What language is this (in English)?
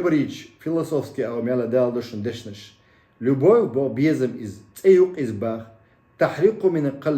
Chechen